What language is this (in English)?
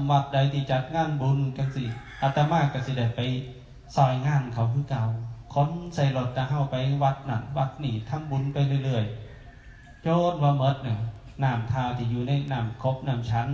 Northeastern Thai